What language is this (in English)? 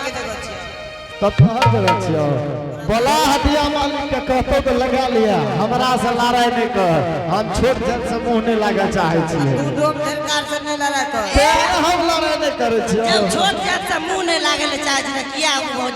Angika